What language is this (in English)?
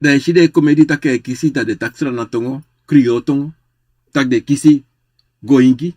Sranan Tongo